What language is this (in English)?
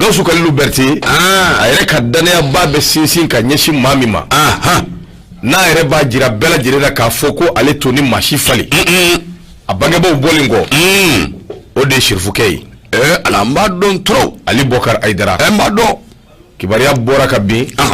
Bambara